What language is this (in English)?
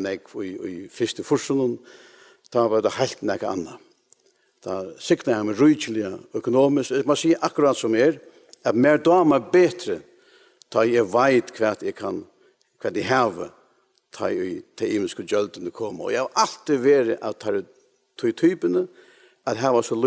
Faroese